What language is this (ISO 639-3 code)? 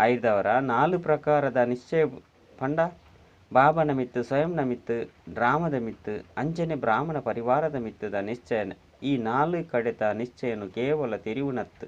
tcy